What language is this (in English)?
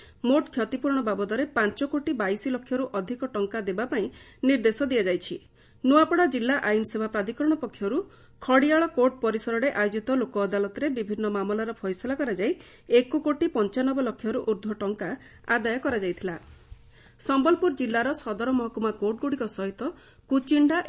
Odia